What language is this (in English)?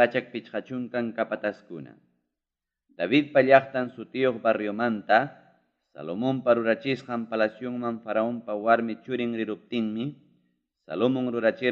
Ayacucho Quechua